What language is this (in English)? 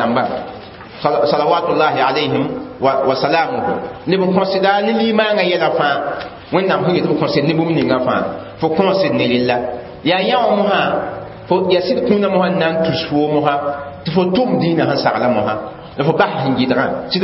Mossi